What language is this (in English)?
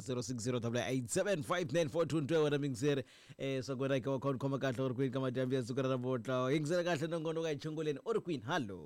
Tsonga